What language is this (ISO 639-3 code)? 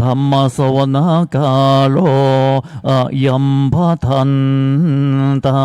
pli